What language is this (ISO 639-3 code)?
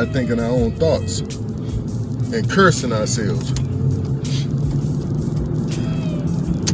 eng